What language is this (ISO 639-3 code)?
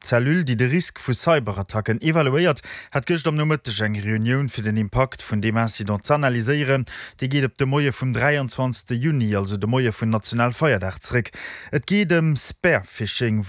ltz